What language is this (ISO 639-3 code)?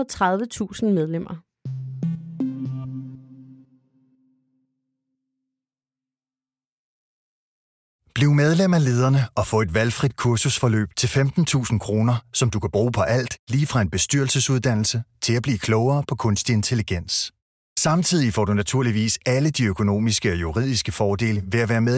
dan